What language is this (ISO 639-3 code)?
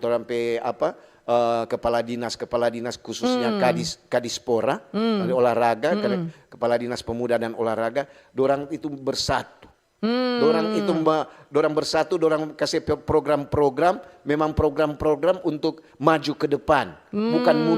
xmm